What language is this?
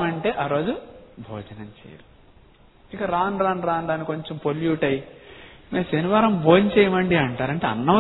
Telugu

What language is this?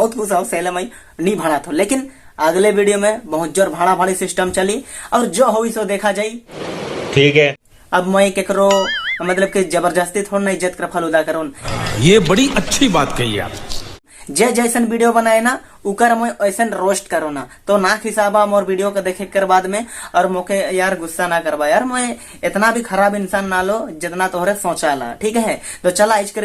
Sadri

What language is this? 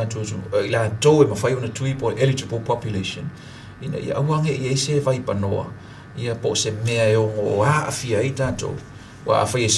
Samoan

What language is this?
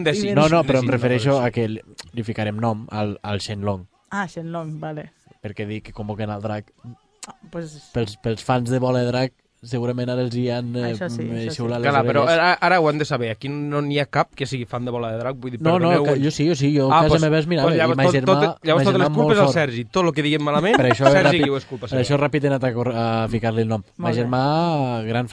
Catalan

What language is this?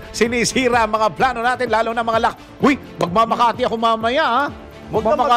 Filipino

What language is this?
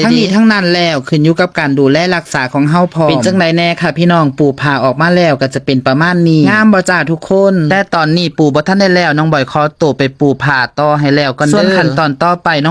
Lao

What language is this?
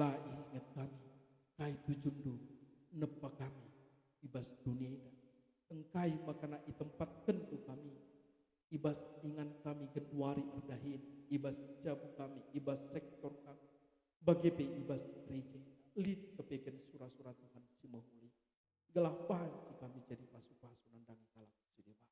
Batak Karo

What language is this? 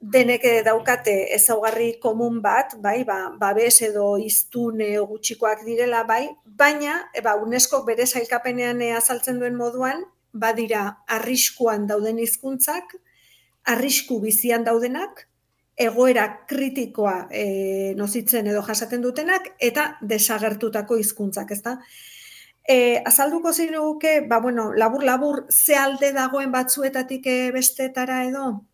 Basque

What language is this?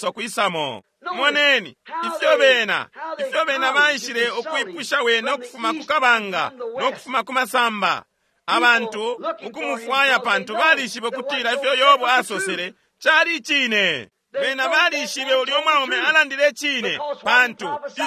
Bemba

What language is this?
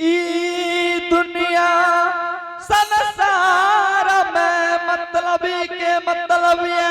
Angika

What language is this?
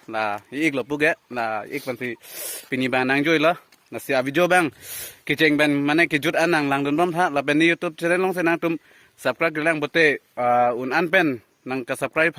Karbi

